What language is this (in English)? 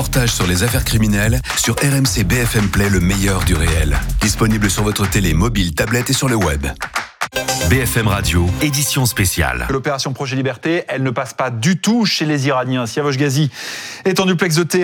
French